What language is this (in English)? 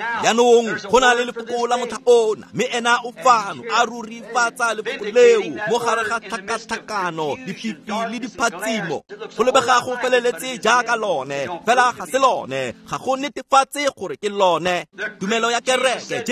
Tswana